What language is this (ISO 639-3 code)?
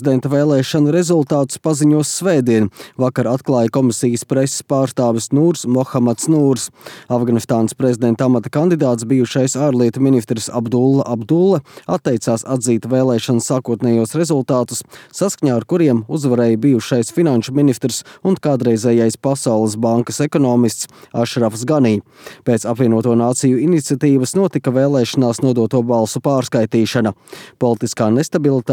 lav